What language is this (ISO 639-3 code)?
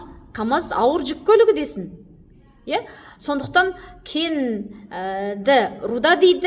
kaz